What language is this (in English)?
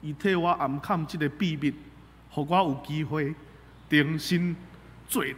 Min Nan Chinese